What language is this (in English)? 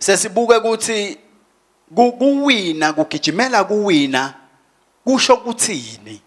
Swati